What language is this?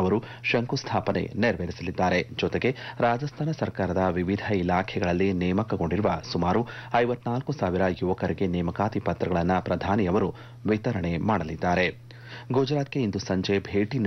Kannada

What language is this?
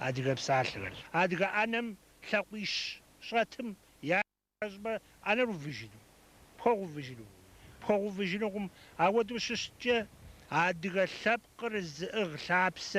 Kabardian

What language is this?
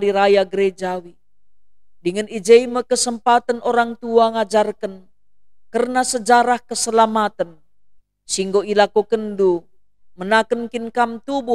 Batak Karo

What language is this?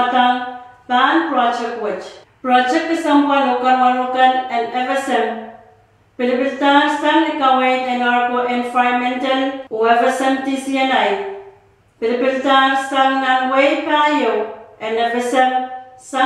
Pohnpeian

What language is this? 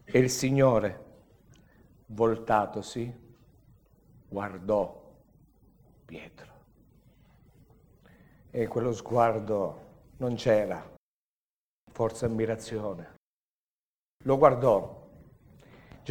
Italian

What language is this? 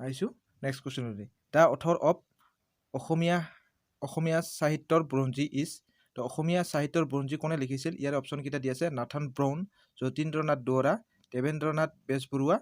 Assamese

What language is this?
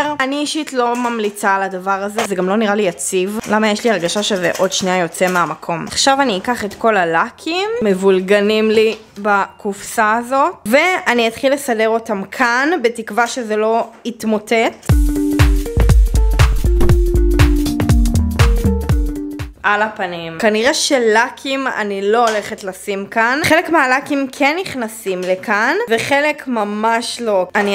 Hebrew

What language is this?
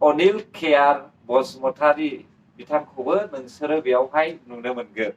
Bodo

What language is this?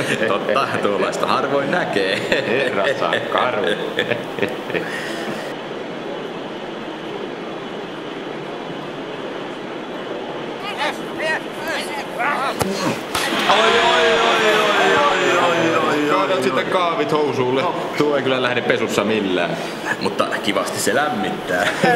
Finnish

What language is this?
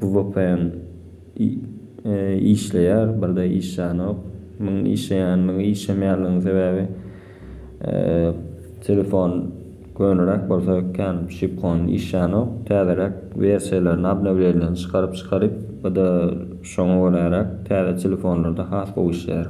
Turkmen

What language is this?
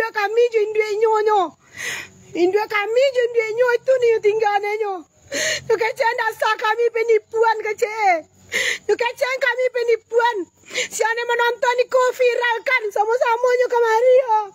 Minangkabau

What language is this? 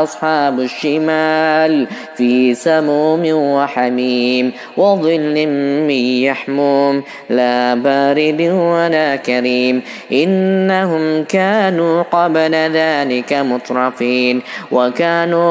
Arabic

